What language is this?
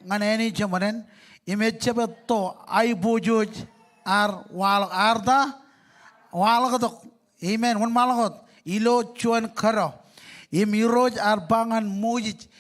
Marshallese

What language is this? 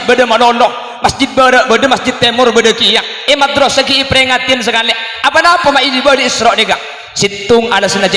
Madurese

